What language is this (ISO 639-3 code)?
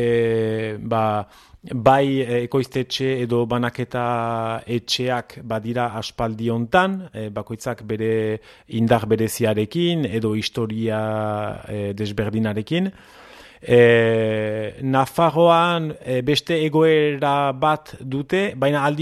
eus